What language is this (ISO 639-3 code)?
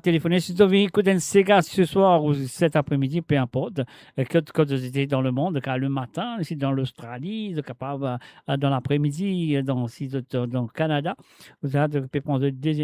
mfe